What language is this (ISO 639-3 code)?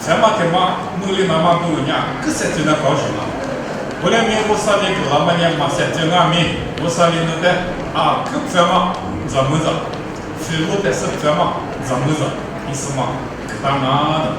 lis